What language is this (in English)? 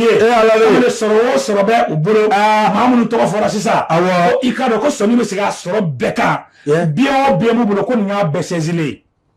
Bambara